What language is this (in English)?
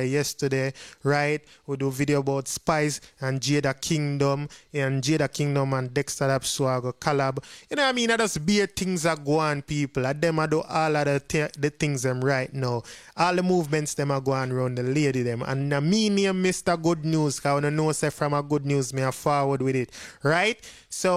Jamaican Creole English